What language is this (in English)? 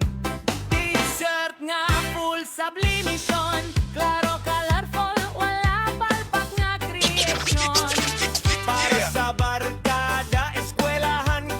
Hiligaynon